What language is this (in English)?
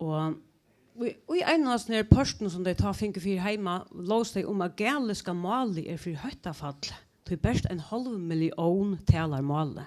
Faroese